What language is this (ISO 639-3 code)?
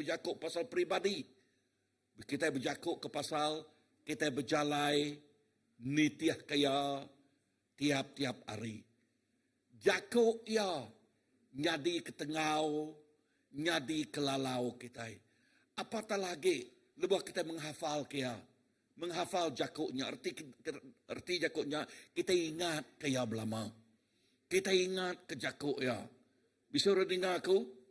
iba